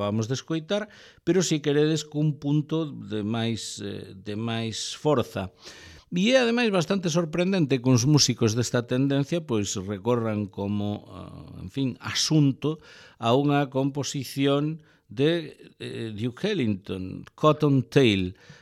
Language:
Galician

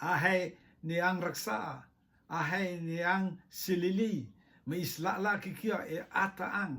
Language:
Rotuman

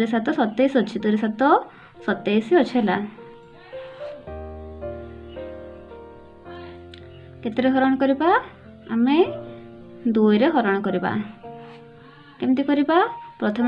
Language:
Odia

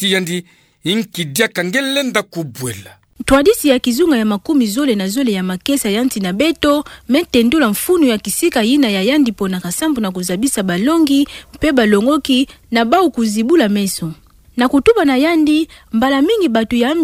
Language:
Kituba (Democratic Republic of Congo)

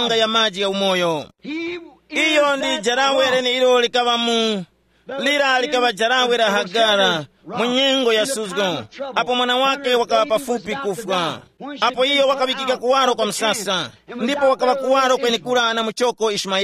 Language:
Tumbuka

